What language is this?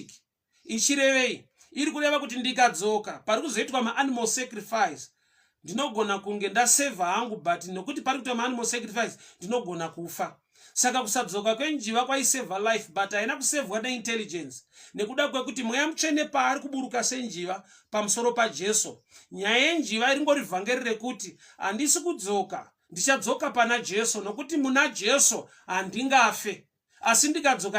Shona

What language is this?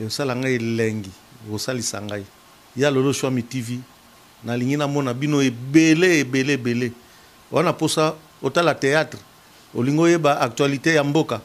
Lingala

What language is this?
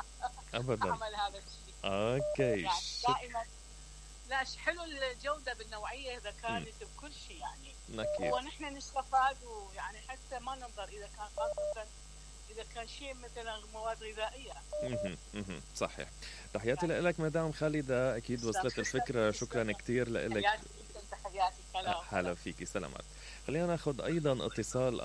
Mesopotamian Arabic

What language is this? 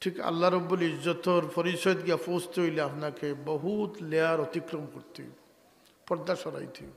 Sylheti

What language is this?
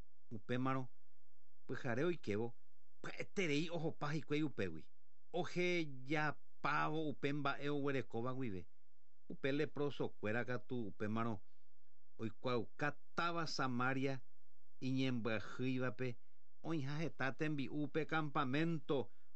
Guarani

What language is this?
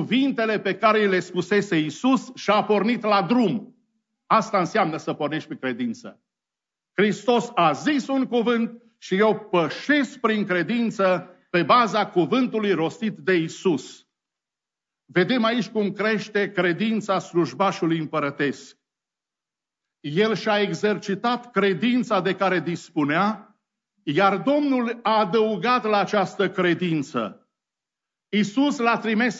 Romanian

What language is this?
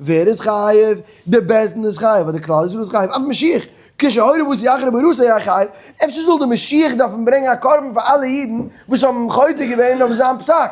Yiddish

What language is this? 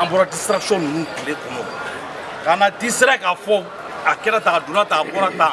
Bambara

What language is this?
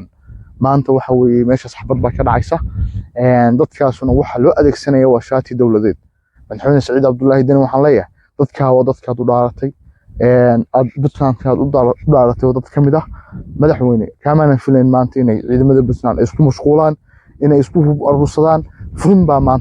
Somali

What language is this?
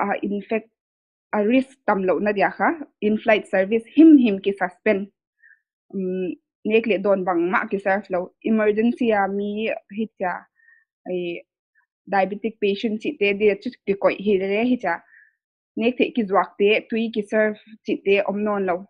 Paite Chin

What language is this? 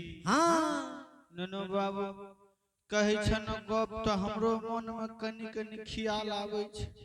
Angika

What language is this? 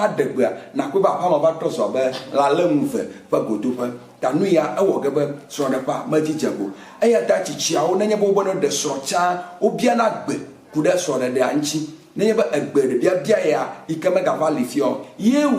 Ewe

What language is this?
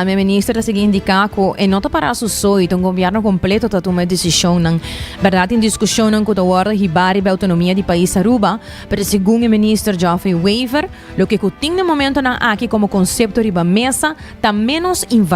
Papiamento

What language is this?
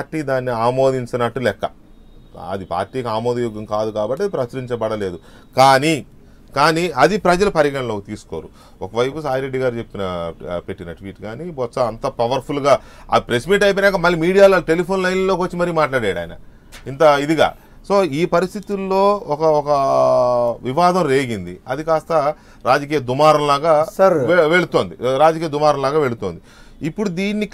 Telugu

